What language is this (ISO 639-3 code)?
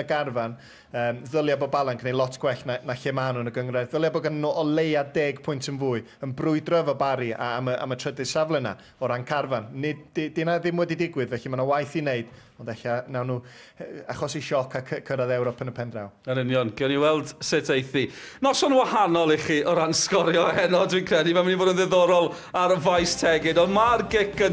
cym